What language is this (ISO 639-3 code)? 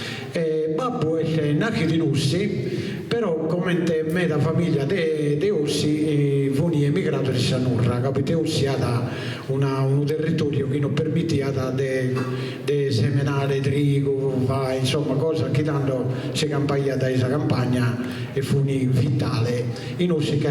srd